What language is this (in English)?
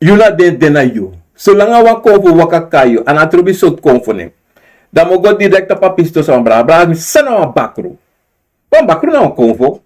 Sranan Tongo